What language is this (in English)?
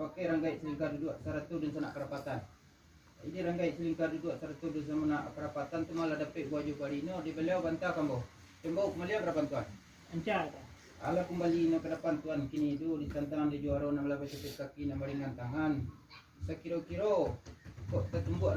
Minangkabau